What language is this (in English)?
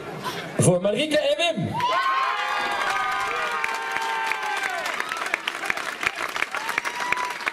Dutch